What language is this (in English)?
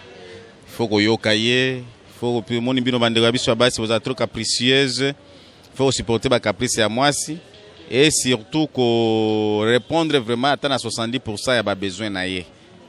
Lingala